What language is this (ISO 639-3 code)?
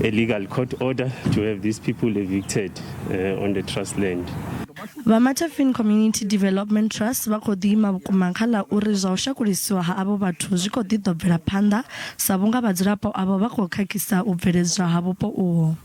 ven